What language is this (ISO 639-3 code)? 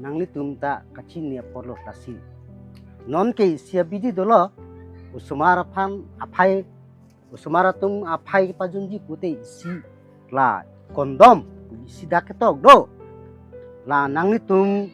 mjw